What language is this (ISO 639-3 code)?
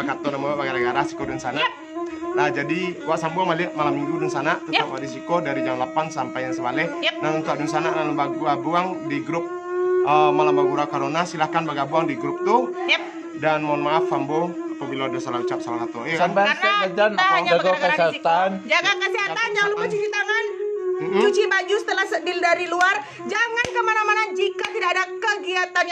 min